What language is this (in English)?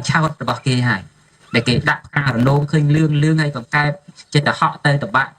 Khmer